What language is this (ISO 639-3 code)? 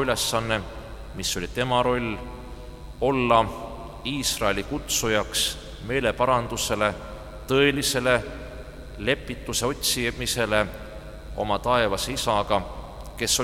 est